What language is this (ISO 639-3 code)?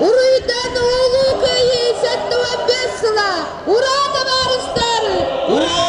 sah